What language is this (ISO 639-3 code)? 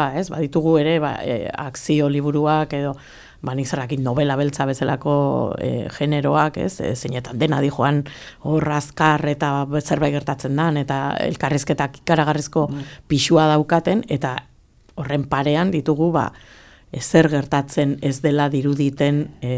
eus